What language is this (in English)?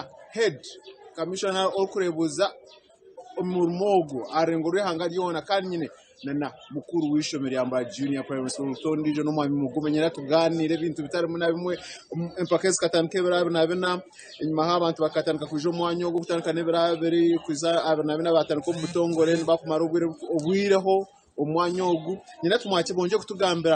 Nyankole